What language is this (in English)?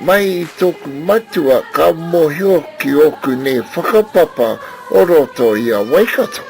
Māori